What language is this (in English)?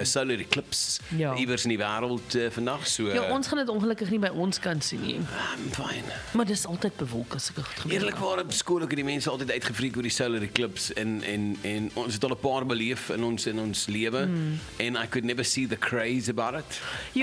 Afrikaans